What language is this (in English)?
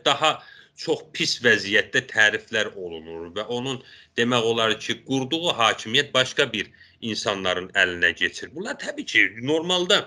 South Azerbaijani